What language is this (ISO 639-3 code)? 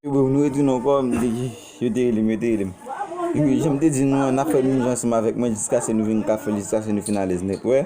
hat